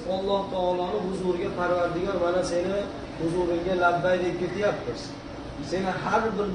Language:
Uzbek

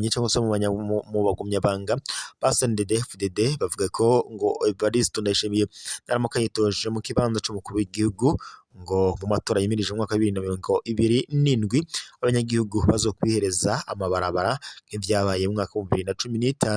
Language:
Rundi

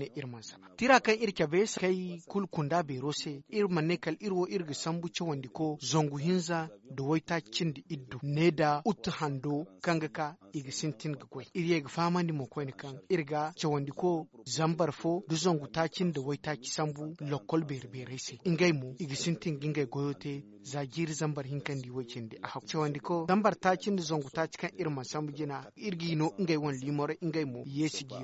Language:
Zarma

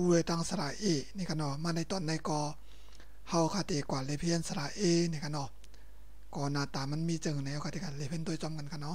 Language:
Shan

